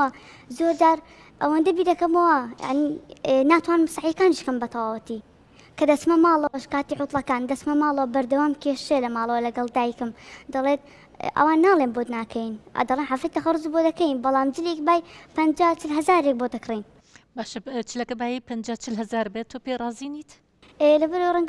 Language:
Central Kurdish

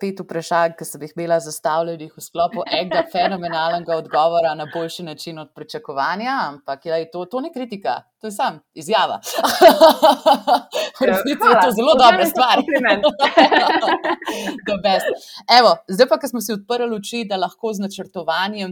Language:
Slovenian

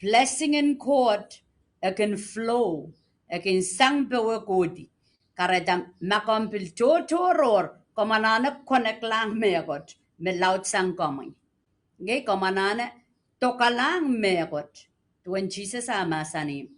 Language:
Pohnpeian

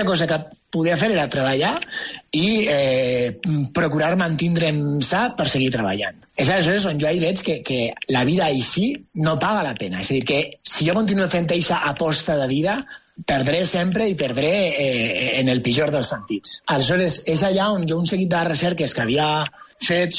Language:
Catalan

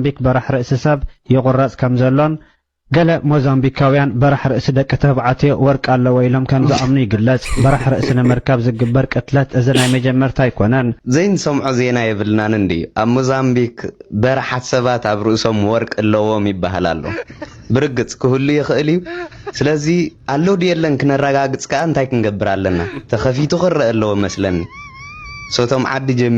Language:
Tigrinya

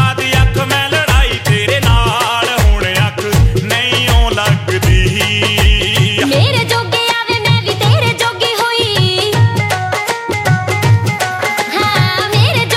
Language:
Punjabi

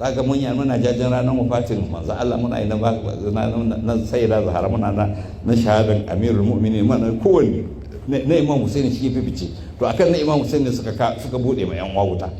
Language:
Hausa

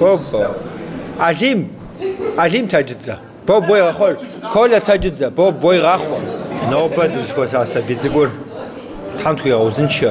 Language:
Kabardian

